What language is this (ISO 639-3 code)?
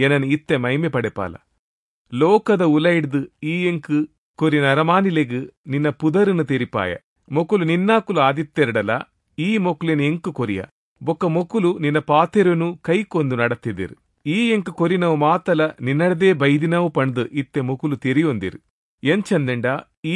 tcy